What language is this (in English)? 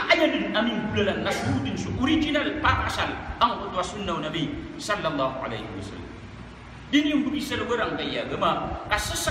Maranao